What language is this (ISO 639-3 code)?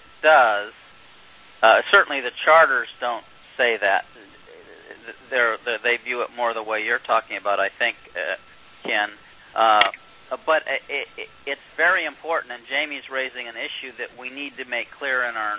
eng